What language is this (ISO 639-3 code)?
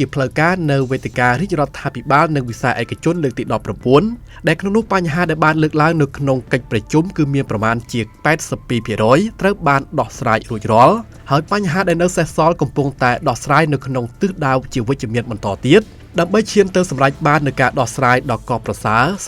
khm